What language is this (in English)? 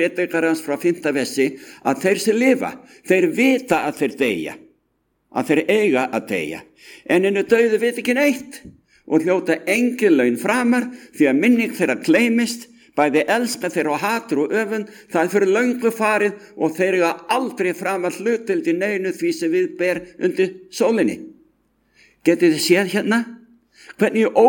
Icelandic